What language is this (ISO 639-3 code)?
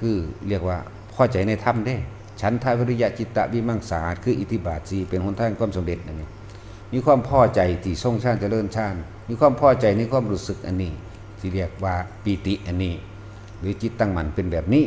tts